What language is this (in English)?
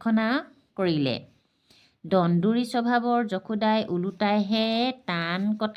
Assamese